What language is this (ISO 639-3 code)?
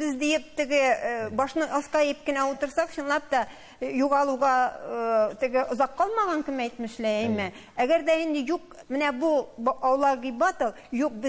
tat